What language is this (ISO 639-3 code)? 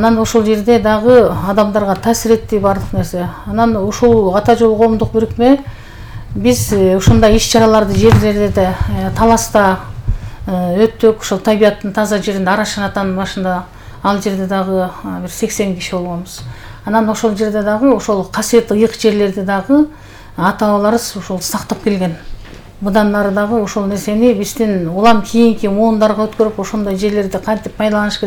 kir